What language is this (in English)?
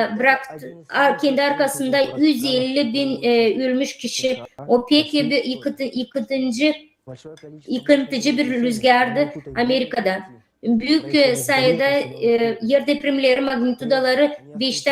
Gagauz